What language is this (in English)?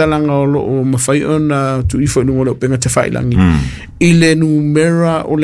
Samoan